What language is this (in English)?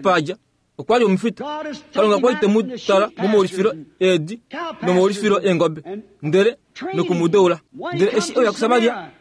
Kuanyama